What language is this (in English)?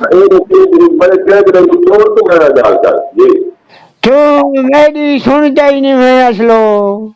Saraiki